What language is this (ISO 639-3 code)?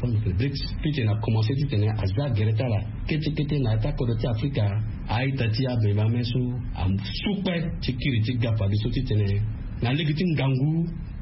sag